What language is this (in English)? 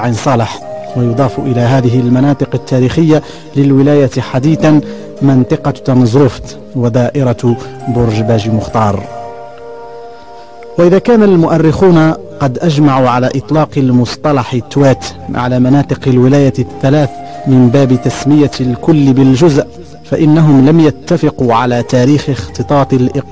Arabic